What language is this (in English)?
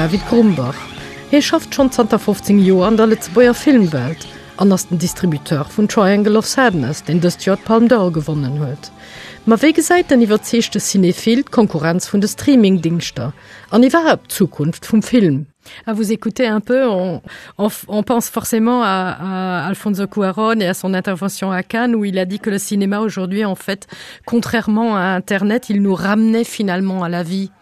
Luxembourgish